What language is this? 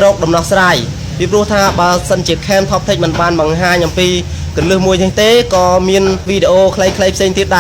Khmer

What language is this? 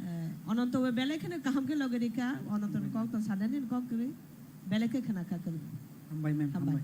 Kok Borok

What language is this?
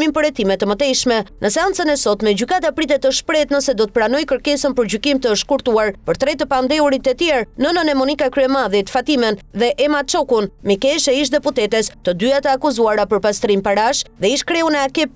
Albanian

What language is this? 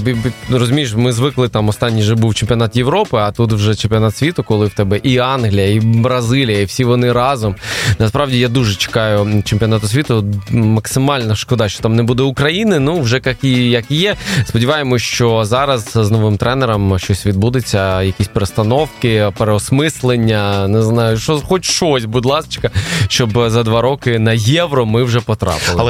Ukrainian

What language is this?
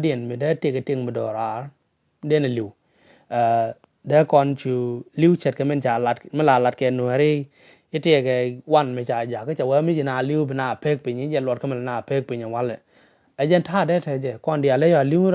Nuer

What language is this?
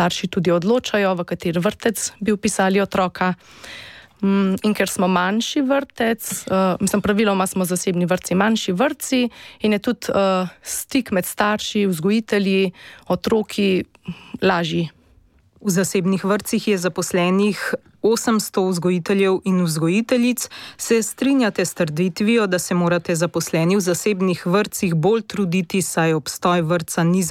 Slovenian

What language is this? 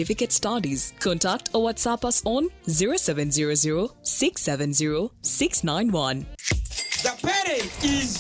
Nyankole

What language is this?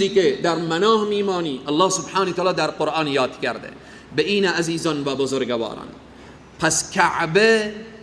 Persian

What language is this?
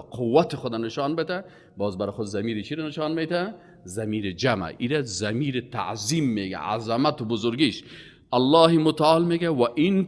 Persian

